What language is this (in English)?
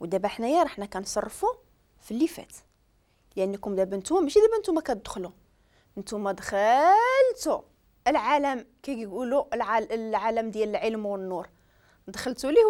Moroccan Arabic